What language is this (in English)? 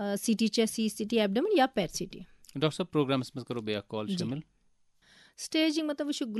Kashmiri